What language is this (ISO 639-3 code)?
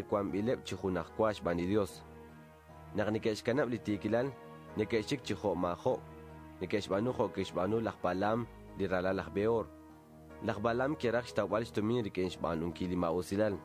kek